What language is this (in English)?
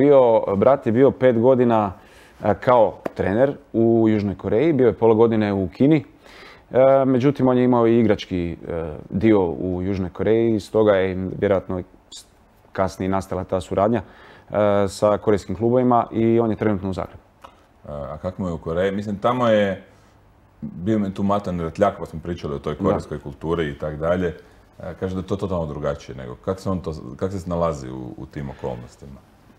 Croatian